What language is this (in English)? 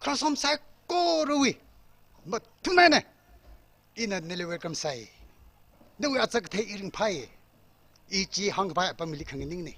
Tangkhul Naga (India)